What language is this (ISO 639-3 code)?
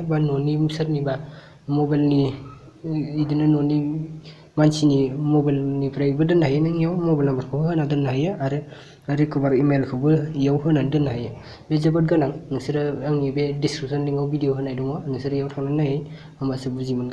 brx